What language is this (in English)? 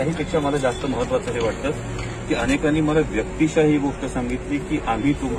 Marathi